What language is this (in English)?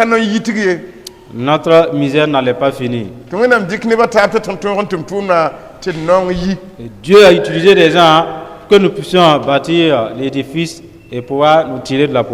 Mossi